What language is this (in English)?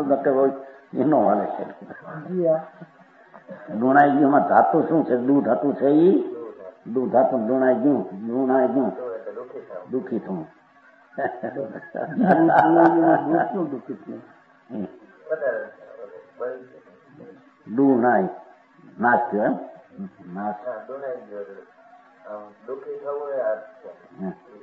Gujarati